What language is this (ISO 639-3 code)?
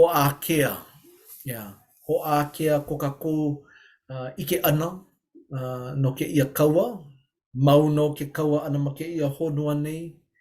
haw